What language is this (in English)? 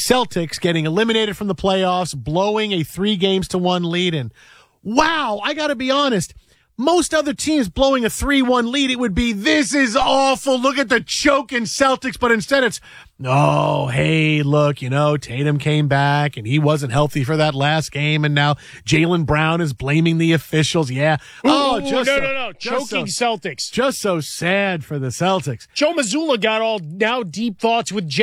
English